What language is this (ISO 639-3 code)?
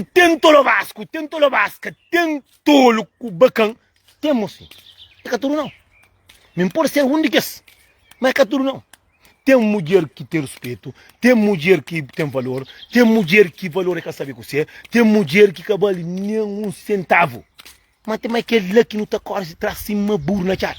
kea